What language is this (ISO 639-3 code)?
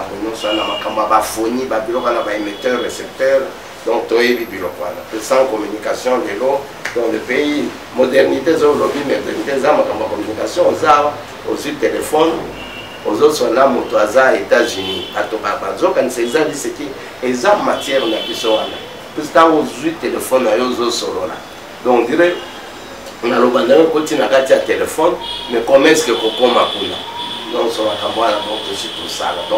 lin